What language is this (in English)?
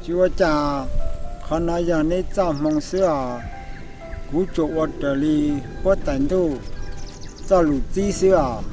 Hmong